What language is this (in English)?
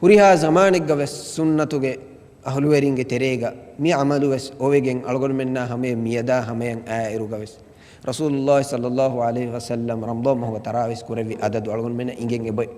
Divehi